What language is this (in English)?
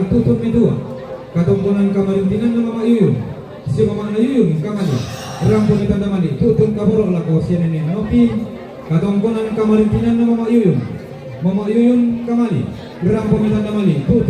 Toraja-Sa'dan